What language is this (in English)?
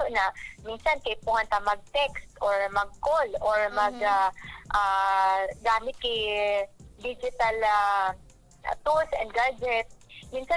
Bikol